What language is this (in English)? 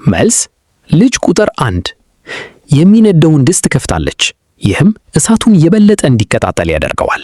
Amharic